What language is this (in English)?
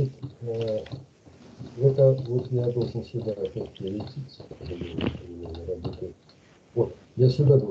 Russian